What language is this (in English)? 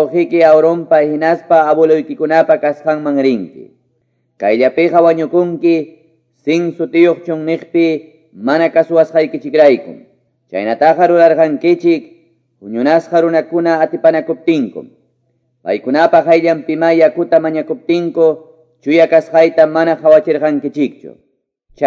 Quechua